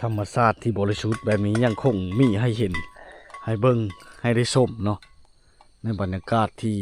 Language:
Lao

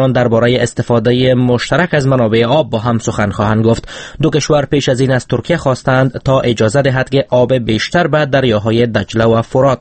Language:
Persian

